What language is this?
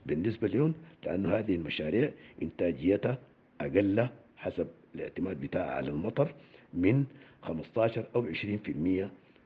Sudanese Arabic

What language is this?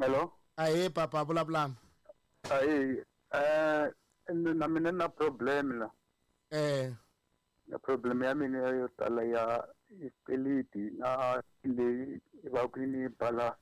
Tsonga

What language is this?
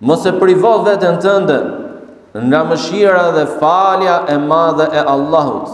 Albanian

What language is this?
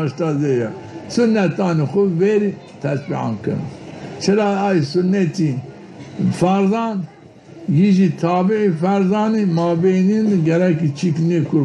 Zaza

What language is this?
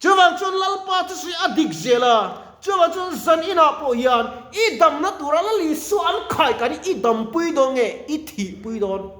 Mizo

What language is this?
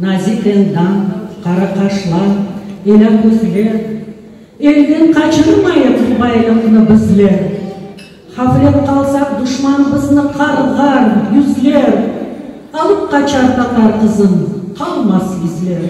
Crimean Tatar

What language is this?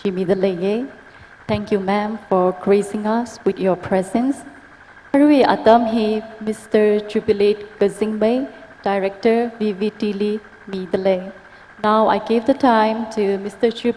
Tangkhul Naga (India)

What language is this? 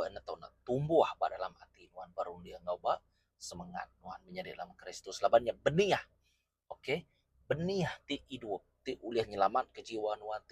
Iban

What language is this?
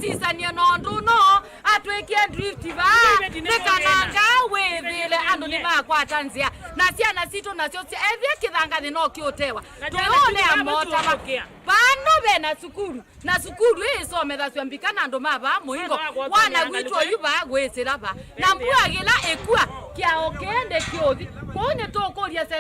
Kamba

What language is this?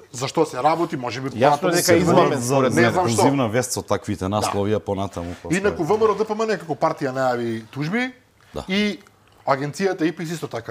Macedonian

